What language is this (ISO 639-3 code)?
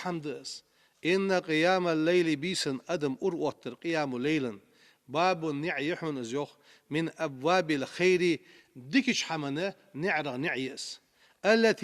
inh